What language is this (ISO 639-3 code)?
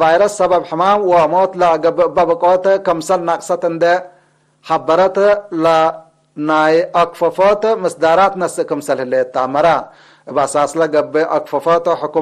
tig